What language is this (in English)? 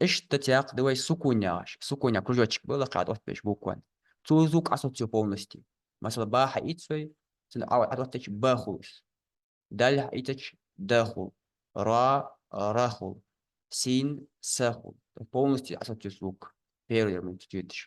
Ingush